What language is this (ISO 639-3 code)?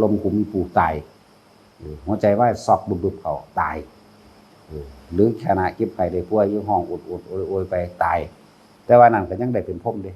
tts